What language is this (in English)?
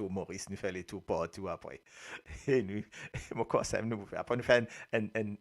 Morisyen